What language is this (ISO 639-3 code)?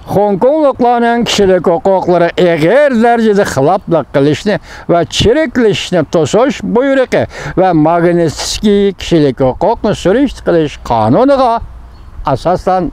uig